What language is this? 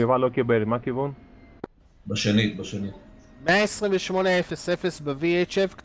Hebrew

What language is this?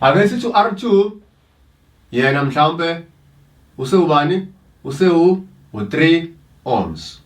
Zulu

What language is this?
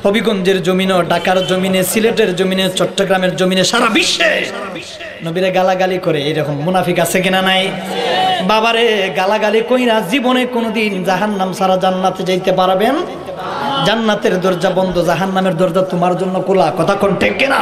Sylheti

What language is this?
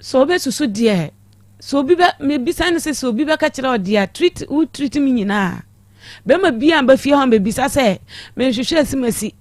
Akan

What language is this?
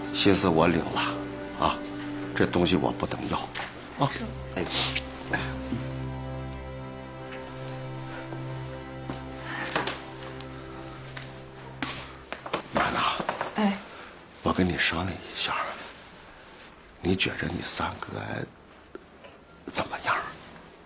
Chinese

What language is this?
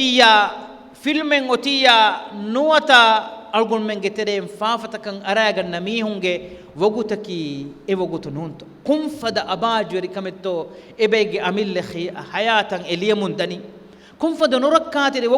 Divehi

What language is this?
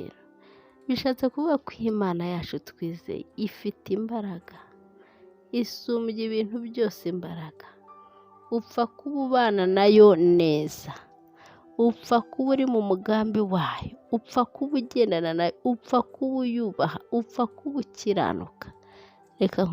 Kinyarwanda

